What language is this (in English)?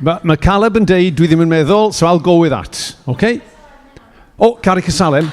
Welsh